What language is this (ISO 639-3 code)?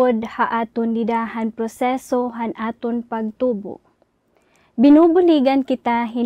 war